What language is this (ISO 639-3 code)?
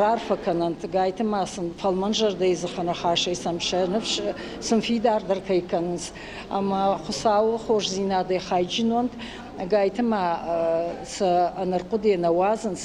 oss